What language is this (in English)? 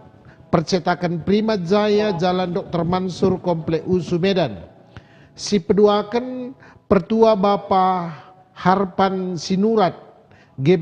Batak Karo